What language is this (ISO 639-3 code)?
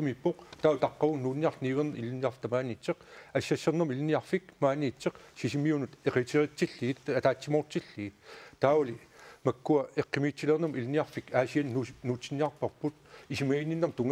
kal